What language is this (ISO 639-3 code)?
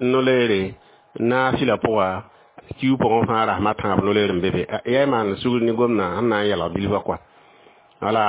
mos